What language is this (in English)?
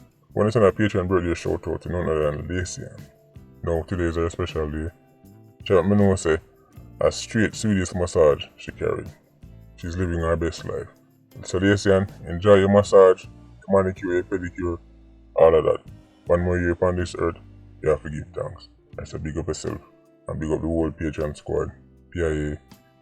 Jamaican Creole English